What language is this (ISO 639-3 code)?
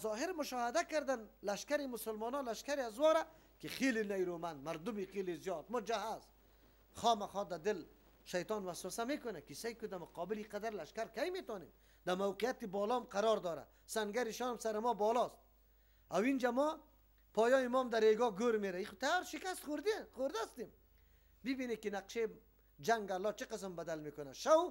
fas